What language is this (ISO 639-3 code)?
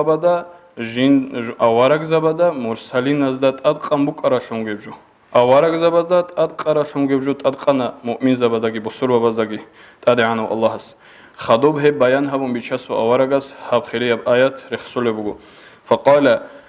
ava